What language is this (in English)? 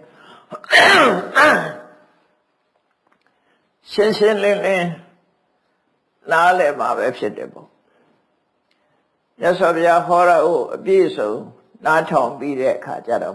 Burmese